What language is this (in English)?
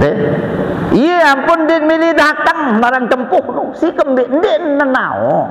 Sasak